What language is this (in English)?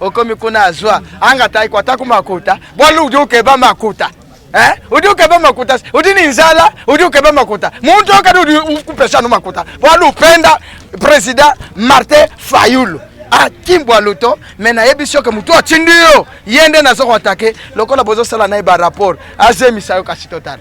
Lingala